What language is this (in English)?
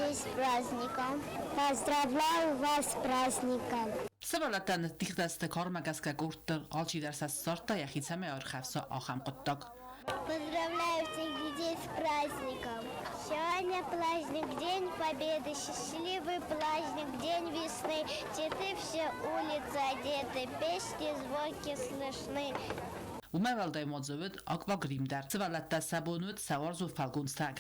Ossetic